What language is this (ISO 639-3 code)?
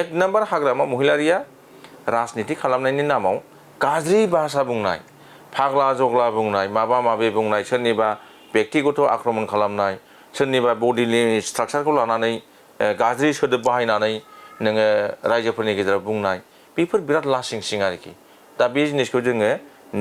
brx